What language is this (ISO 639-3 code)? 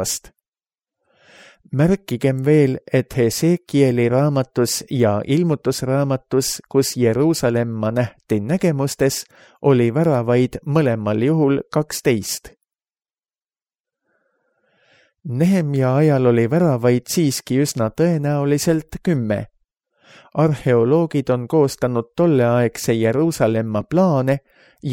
est